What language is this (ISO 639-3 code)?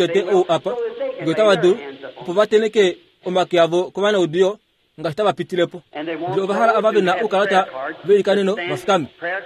kua